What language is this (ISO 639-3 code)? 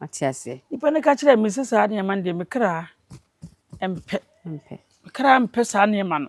aka